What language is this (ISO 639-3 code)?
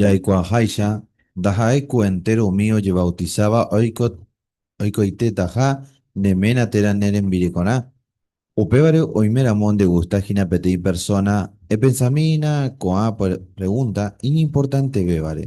grn